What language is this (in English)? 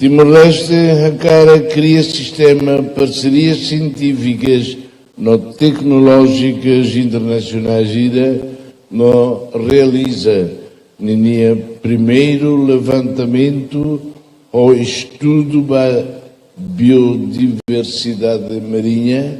Tetum